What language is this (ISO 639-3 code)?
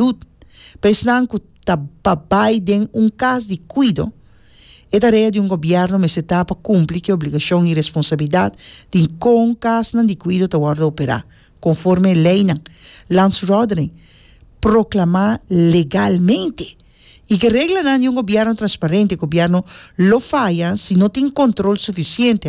pap